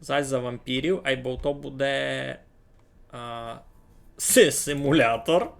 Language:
Rusyn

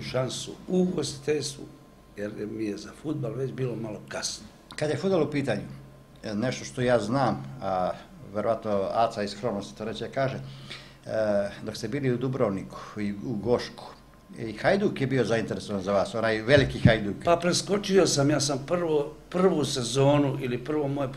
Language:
Serbian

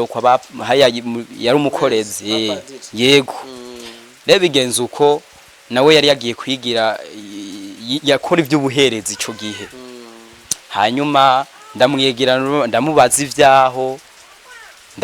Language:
Rundi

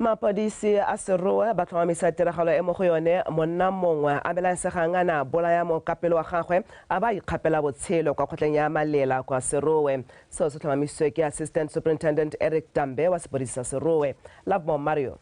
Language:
Tswana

